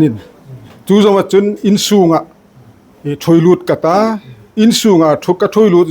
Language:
Hmar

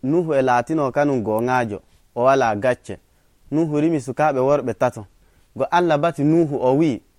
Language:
Nigerian Fulfulde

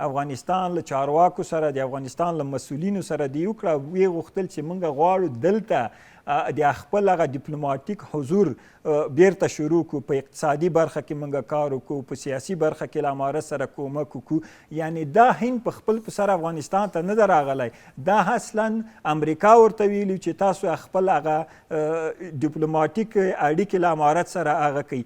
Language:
Pashto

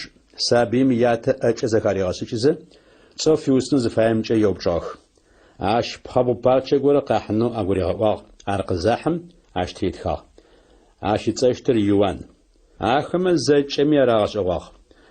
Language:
Adyghe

